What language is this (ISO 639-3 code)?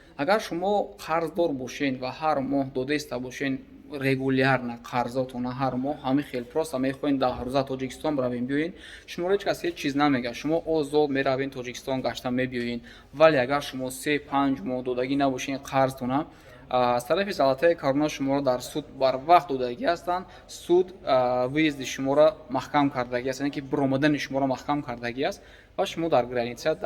tgk